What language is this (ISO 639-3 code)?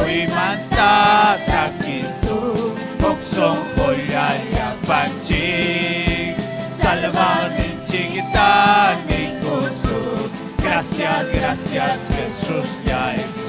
quy